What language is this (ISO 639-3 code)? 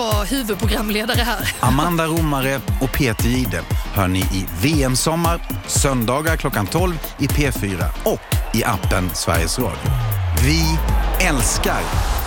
swe